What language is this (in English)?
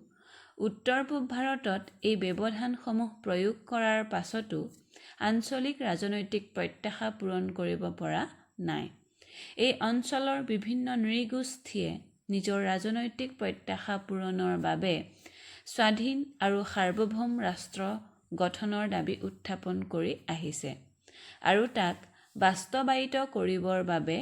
Assamese